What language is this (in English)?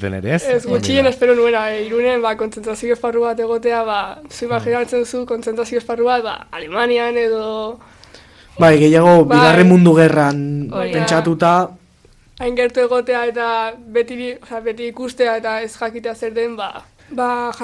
Basque